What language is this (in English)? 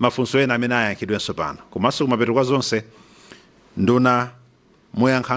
Nyanja